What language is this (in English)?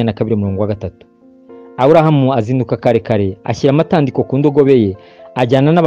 Kinyarwanda